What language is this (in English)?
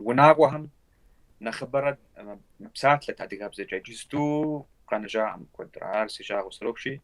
Kabardian